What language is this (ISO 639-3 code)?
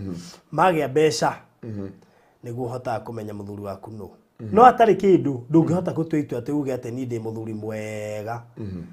kik